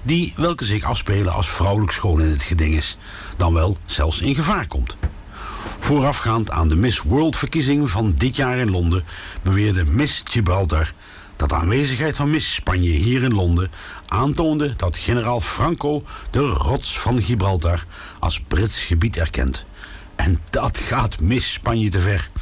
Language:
Dutch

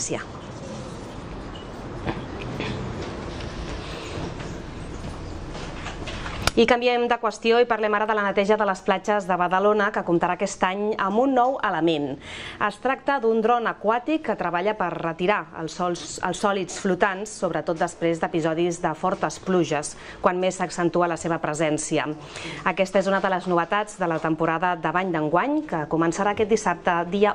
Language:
Catalan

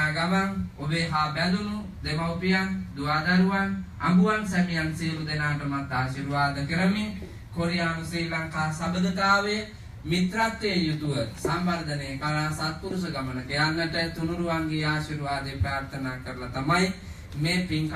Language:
Sinhala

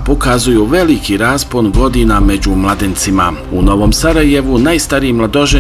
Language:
Bosnian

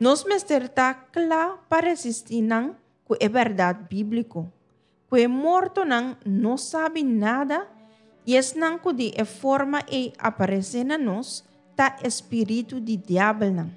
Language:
Papiamento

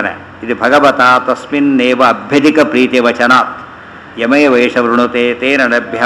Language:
Kannada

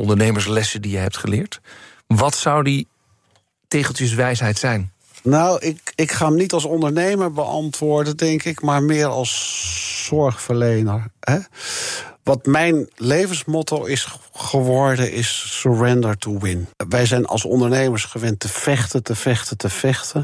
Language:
Dutch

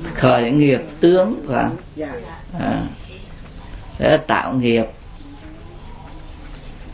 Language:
Vietnamese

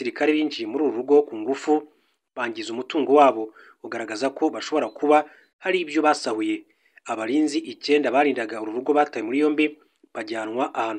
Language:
Kinyarwanda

